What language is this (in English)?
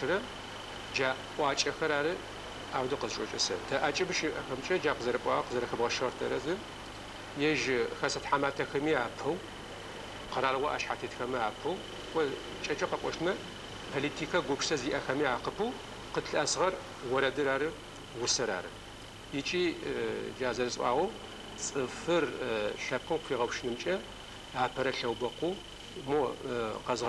Adyghe